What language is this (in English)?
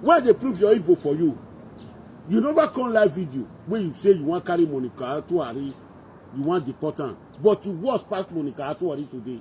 Nigerian Pidgin